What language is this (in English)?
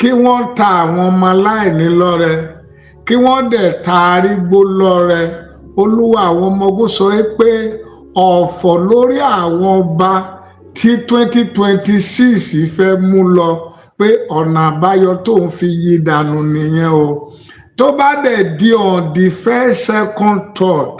Yoruba